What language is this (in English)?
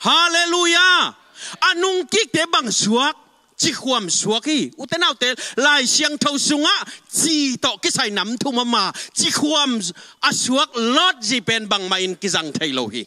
Tedim Chin